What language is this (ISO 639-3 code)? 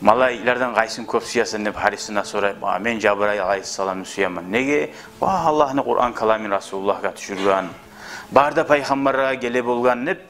kum